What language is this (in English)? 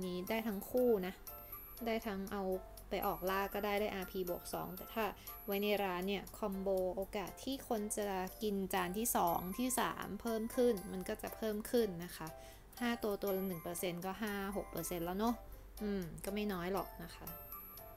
Thai